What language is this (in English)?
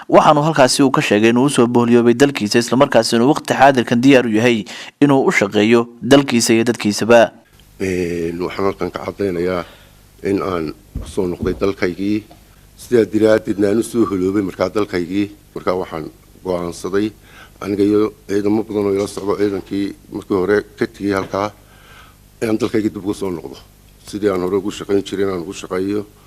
Somali